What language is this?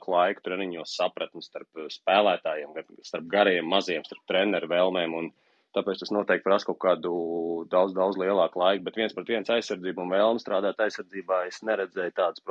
Latvian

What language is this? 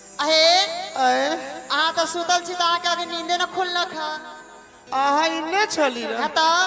Maithili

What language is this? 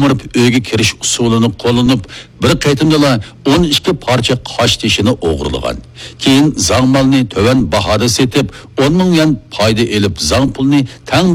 Uyghur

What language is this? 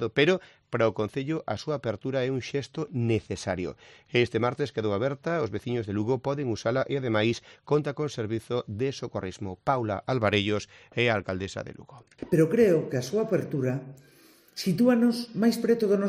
Galician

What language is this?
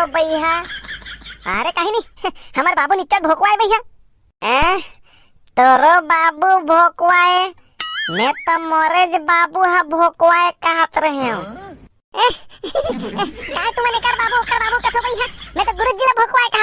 Chhattisgarhi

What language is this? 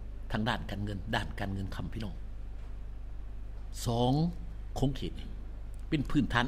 Thai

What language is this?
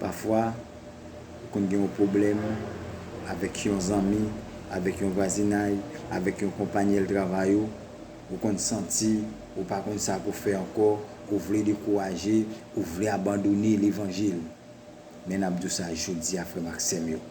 Haitian Creole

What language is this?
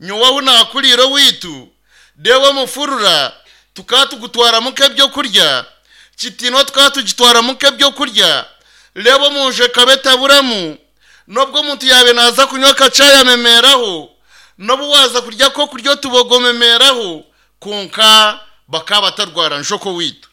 Nyankole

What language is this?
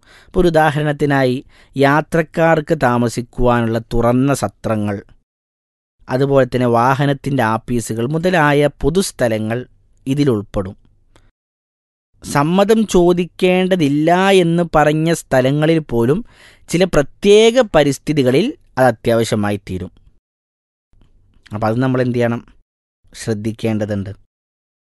Malayalam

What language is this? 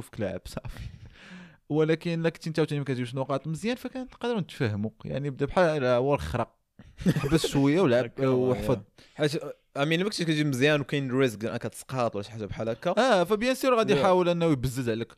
Moroccan Arabic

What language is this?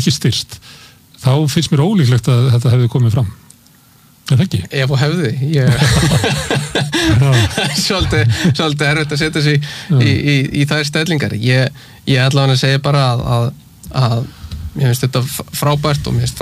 Icelandic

